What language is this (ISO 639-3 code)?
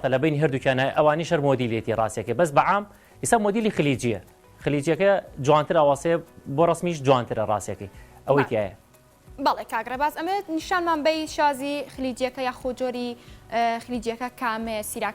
ckb